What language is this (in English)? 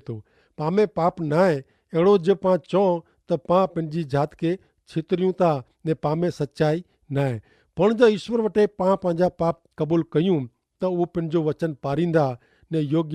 Kachhi